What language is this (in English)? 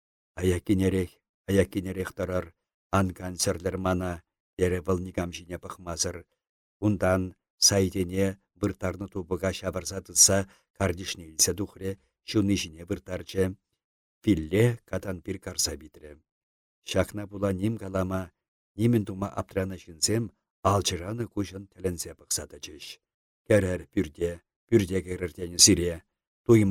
Chuvash